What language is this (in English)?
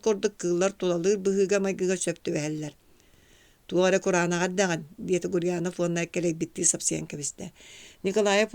Yakut